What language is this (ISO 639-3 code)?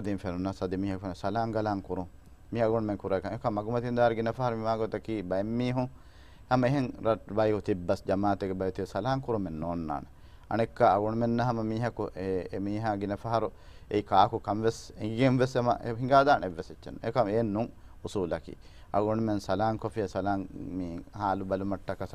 div